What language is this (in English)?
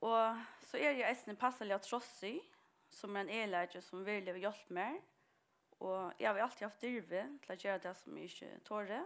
Faroese